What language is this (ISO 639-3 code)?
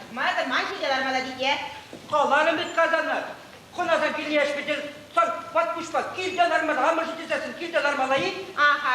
chv